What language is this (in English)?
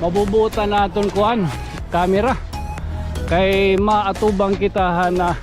Waray